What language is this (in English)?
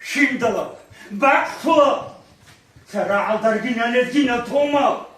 Avaric